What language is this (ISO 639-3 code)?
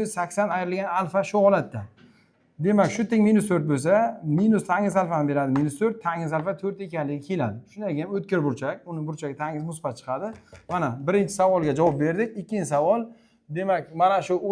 uzb